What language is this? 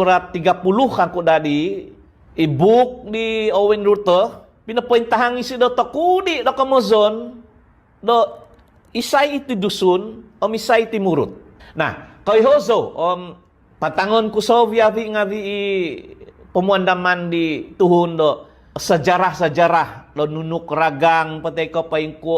Central Dusun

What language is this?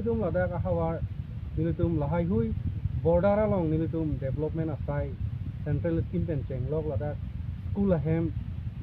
Karbi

